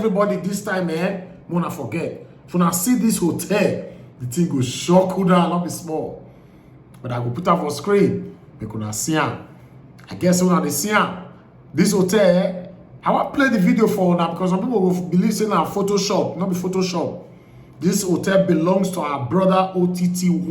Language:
Nigerian Pidgin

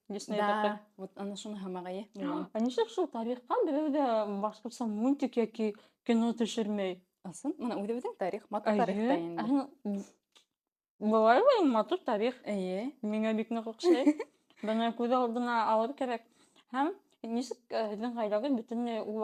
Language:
Bashkir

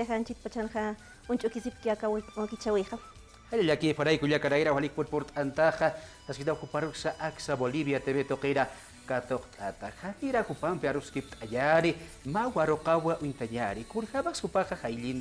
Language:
Aymara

